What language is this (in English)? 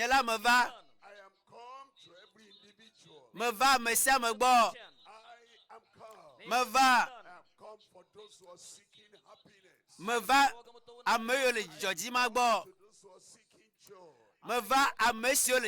Ewe